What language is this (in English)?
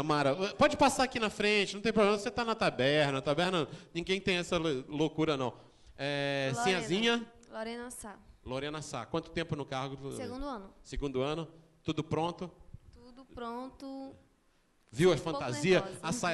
Portuguese